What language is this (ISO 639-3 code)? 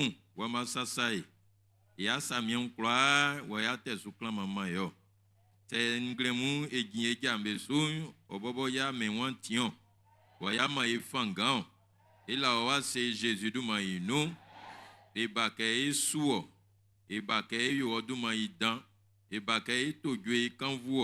bci